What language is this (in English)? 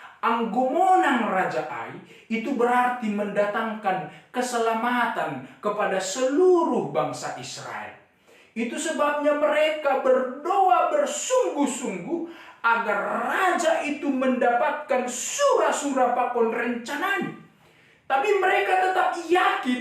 Batak Simalungun